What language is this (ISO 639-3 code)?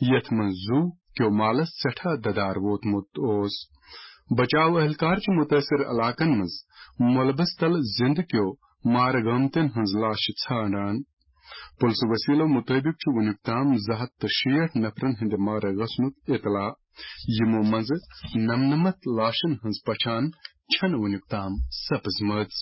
kas